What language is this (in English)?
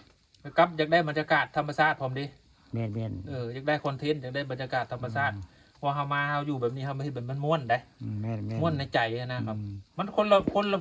Northeastern Thai